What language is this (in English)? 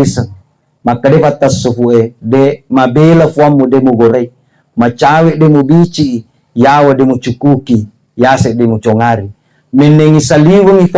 Buginese